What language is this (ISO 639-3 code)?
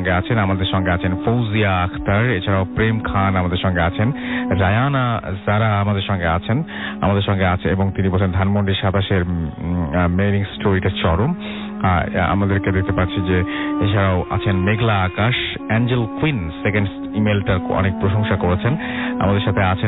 ben